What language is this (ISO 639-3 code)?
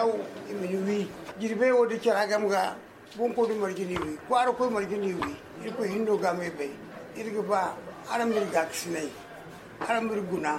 dje